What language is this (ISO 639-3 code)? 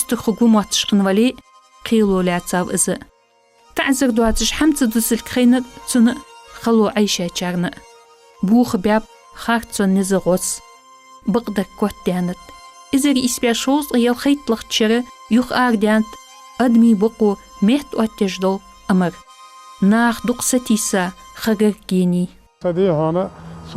inh